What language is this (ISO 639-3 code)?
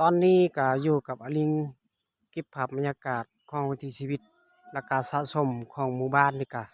lao